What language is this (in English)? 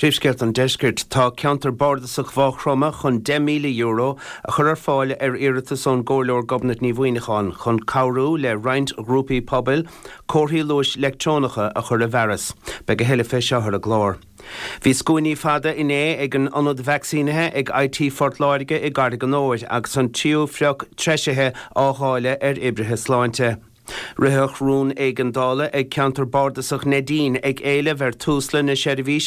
Irish